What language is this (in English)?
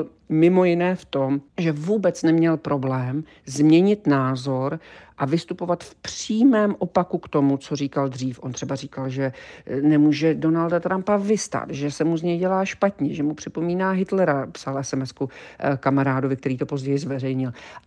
Czech